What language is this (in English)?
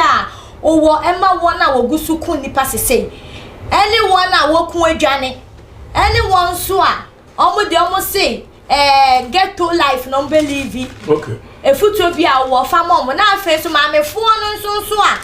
Akan